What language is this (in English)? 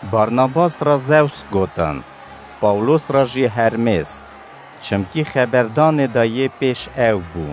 Kurdish